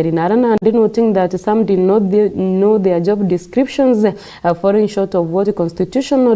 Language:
Meru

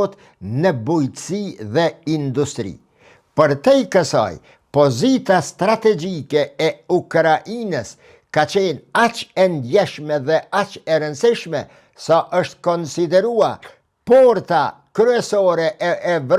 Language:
Albanian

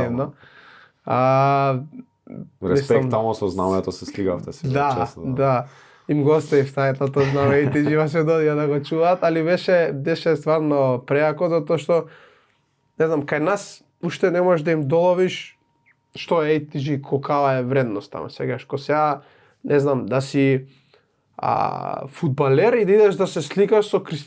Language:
Macedonian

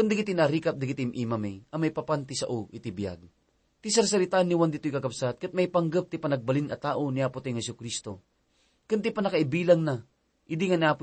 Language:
Iloko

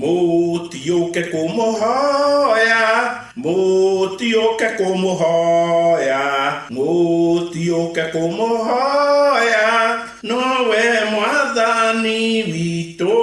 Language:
Kikuyu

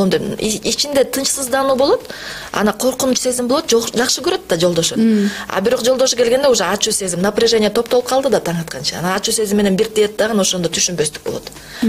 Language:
Kyrgyz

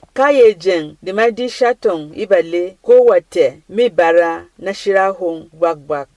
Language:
Berom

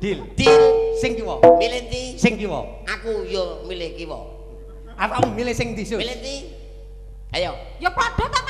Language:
Javanese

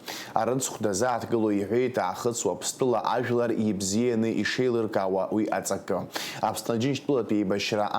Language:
Abkhazian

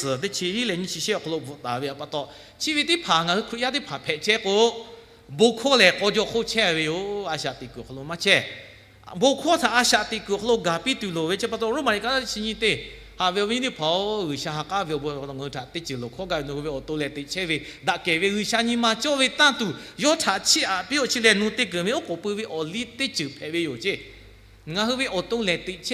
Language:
Lahu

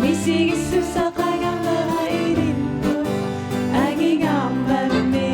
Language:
Kalaallisut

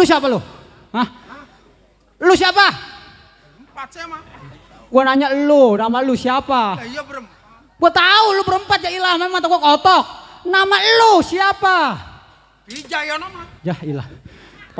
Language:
Betawi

